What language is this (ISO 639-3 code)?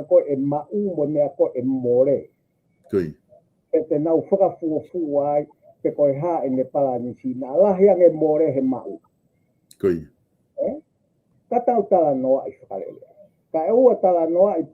ton